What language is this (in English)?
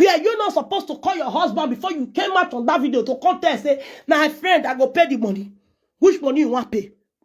Nigerian Pidgin